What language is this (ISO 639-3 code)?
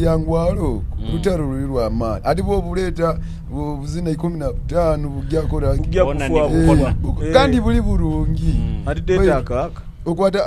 nyo